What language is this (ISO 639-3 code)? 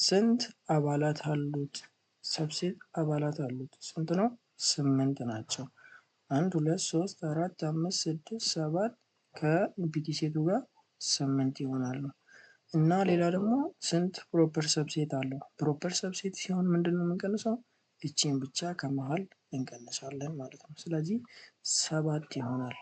amh